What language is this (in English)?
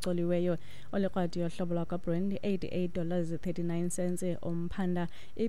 Xhosa